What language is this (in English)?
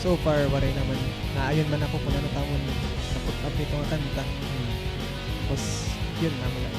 Waray